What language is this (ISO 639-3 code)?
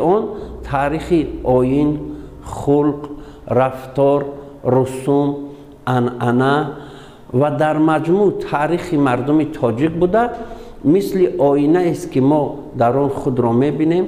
tgk